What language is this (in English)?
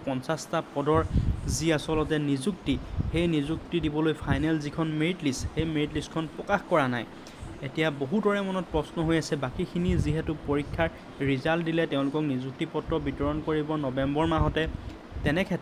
Assamese